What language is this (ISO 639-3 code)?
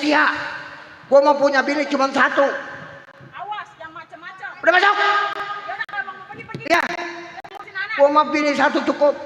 bew